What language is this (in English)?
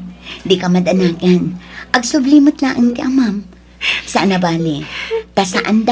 Iloko